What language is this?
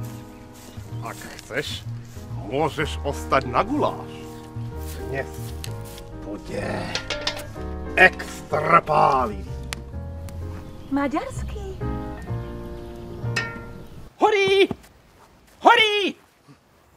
Slovak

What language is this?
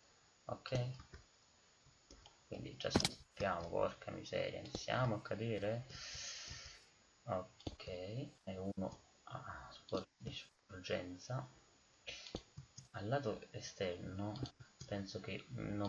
Italian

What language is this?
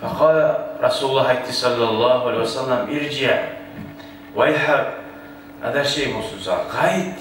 Kumyk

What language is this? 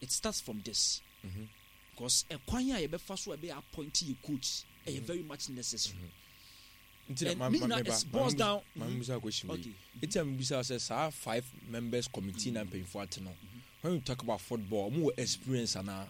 Akan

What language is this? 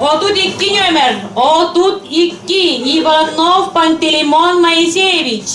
Yakut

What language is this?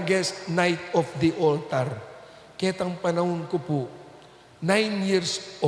Pampanga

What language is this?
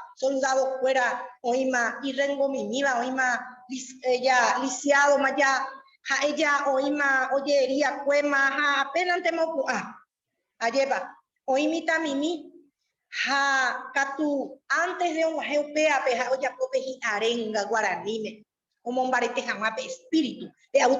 Guarani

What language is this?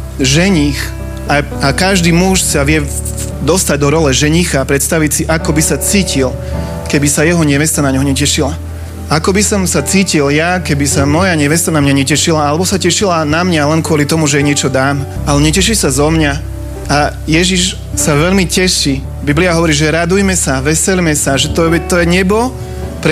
Slovak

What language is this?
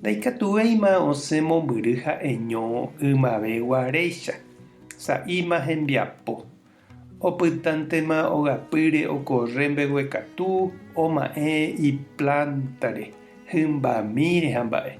Guarani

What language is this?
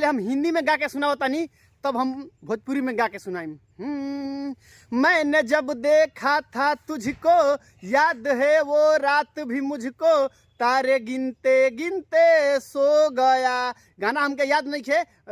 Bhojpuri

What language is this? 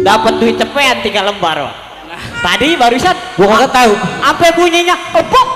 Betawi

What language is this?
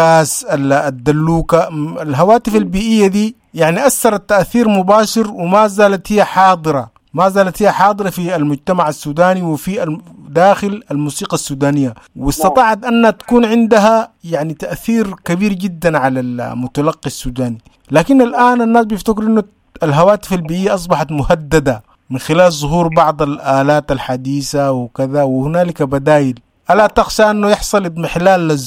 Sudanese Arabic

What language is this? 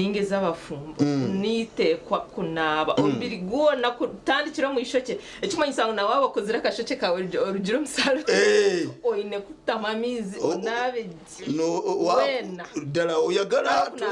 Nyankole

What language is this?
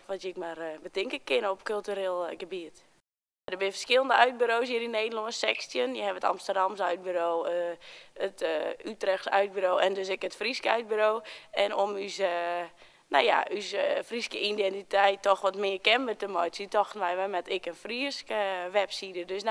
Western Frisian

